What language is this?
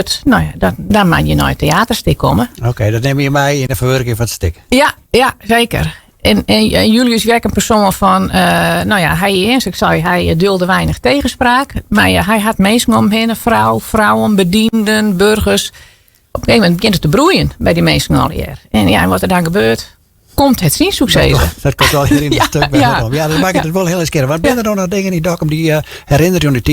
Western Frisian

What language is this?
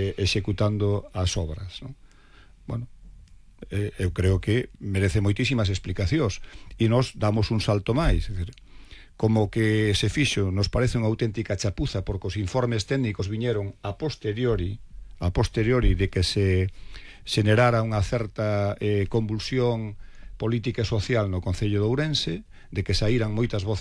Galician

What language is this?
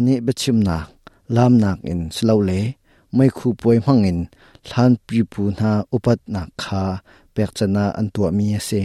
Hakha Chin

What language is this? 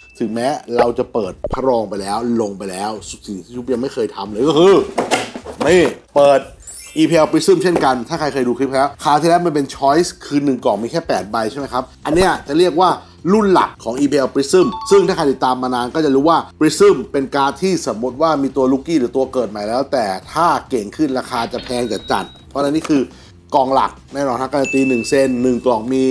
Thai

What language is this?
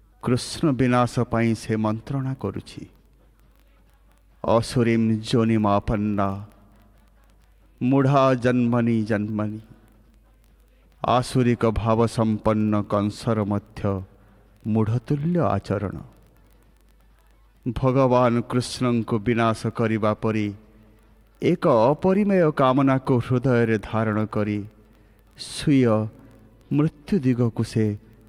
Odia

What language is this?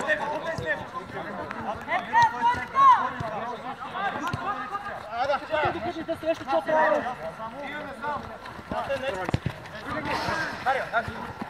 Bulgarian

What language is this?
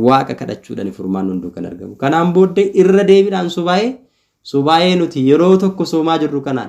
Oromo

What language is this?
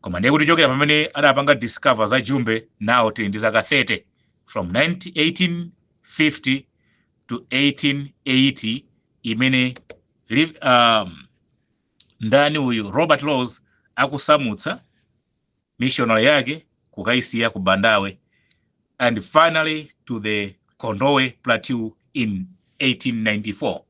Nyanja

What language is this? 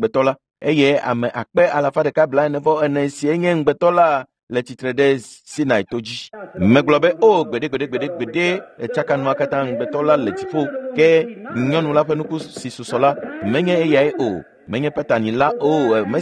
Ewe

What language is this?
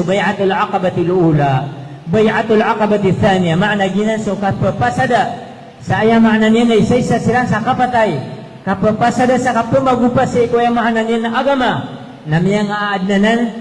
Maranao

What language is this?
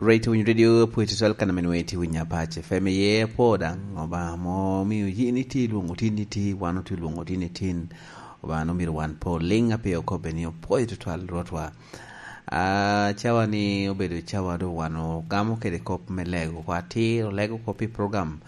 Lango (Uganda)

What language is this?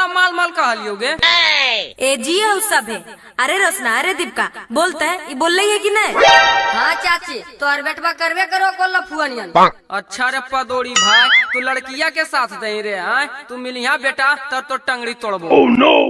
Magahi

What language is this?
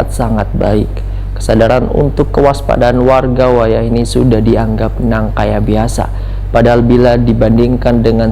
Banjar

